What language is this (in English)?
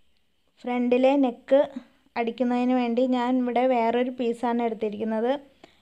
Malayalam